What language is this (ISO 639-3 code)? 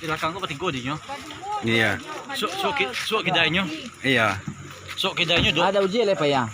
min